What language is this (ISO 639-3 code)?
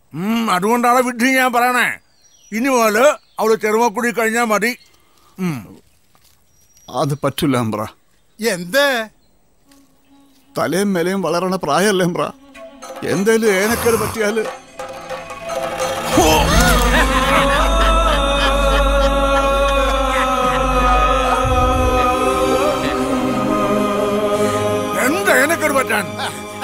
mal